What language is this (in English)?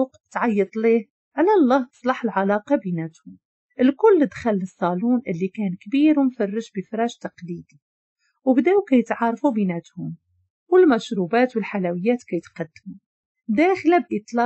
Moroccan Arabic